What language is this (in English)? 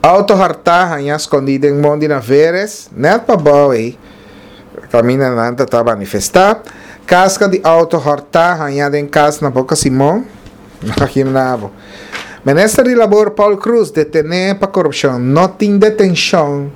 Papiamento